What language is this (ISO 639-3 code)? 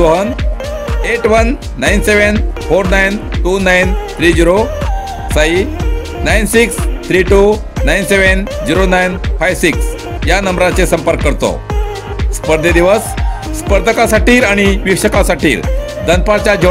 kok